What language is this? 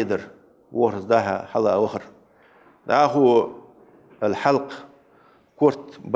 Ingush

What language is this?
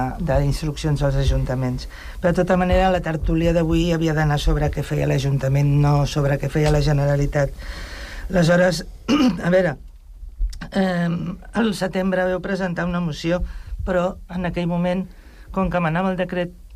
Catalan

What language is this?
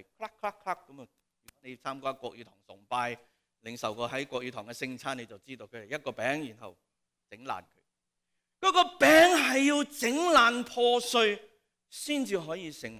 Cantonese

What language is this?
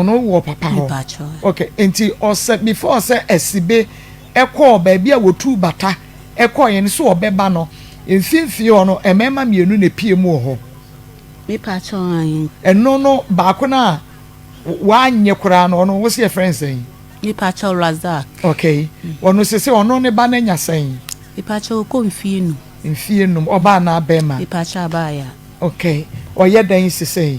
Akan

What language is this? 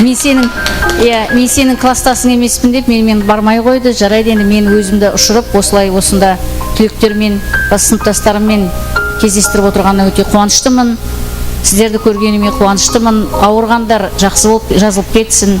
Kara-Kalpak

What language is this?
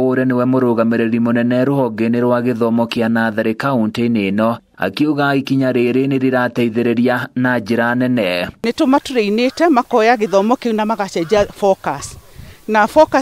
Kikuyu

